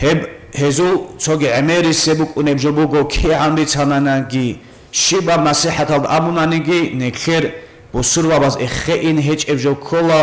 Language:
Avaric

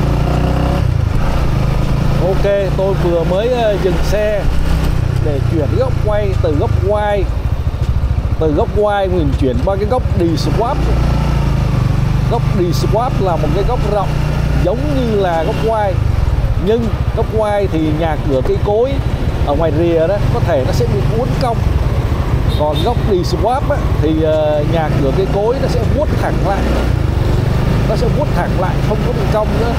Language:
Vietnamese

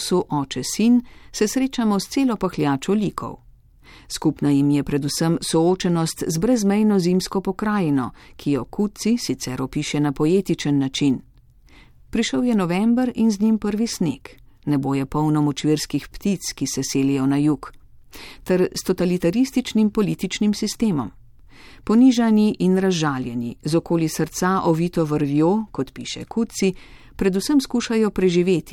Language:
Slovenian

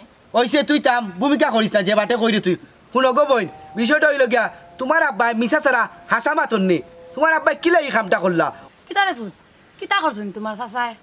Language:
Sylheti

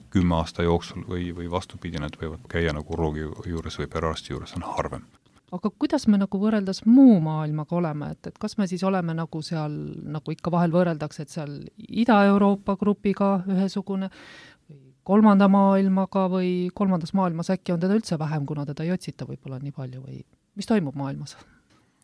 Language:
Estonian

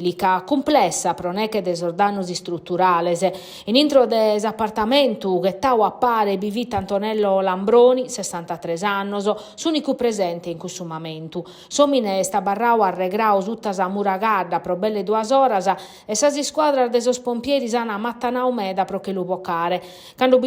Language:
Sardinian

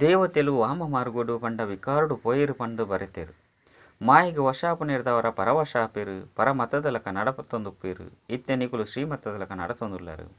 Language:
Tulu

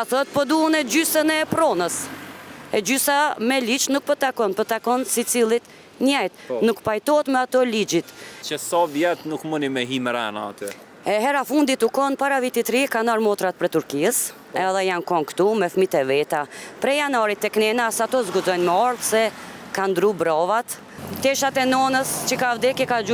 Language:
Albanian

